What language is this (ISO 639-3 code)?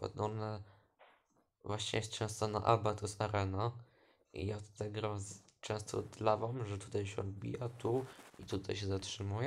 pol